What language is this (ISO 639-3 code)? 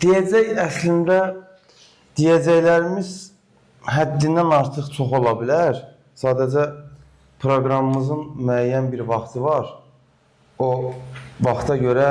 aze